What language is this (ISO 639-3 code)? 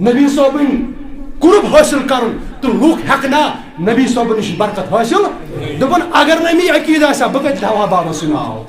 kas